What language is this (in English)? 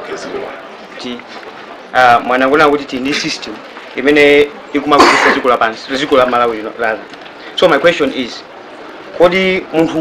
Nyanja